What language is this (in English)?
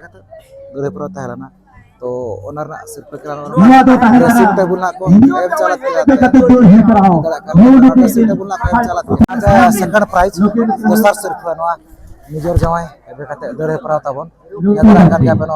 Santali